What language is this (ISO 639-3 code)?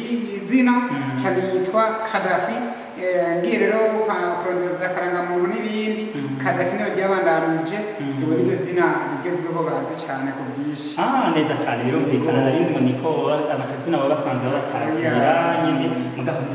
run